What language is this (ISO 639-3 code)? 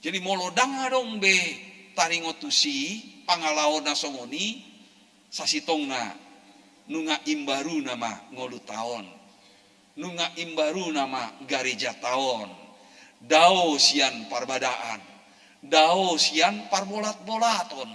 bbc